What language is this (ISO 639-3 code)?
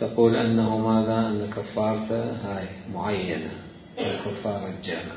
acm